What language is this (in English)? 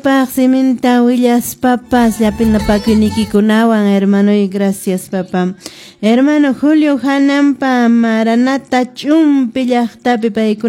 Quechua